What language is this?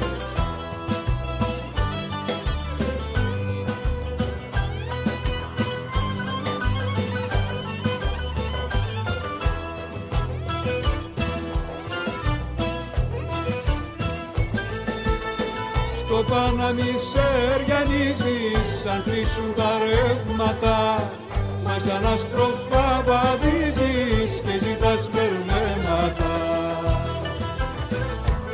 Greek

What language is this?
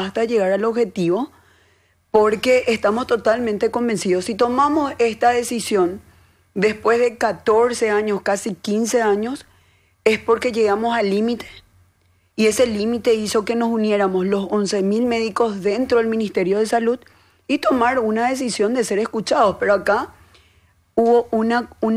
Spanish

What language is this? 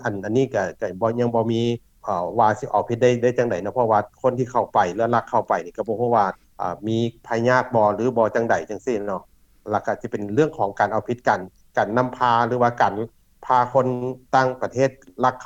Lao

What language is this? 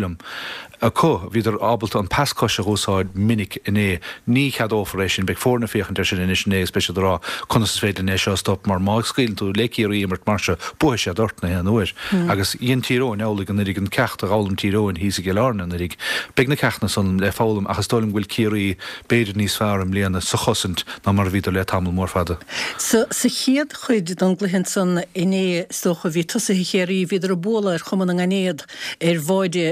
Irish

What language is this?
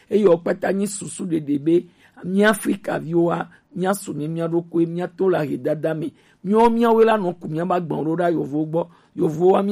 Gen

